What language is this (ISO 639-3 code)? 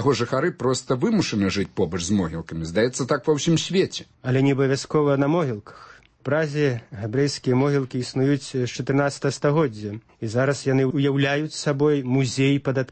bel